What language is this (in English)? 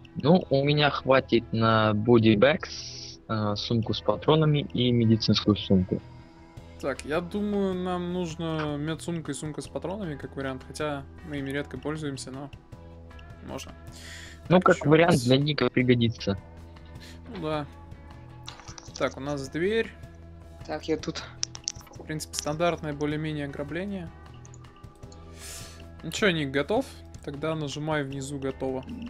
Russian